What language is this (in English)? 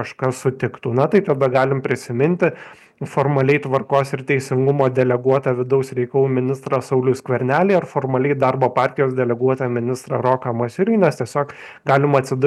Lithuanian